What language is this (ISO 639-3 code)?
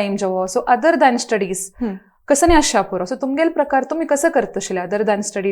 kok